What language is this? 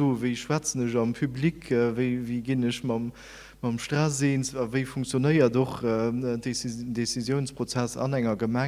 Luxembourgish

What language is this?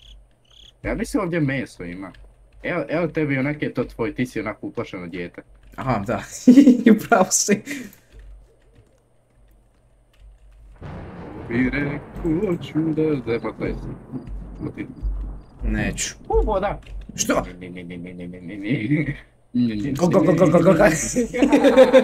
Croatian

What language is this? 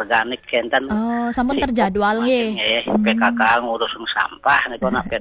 Balinese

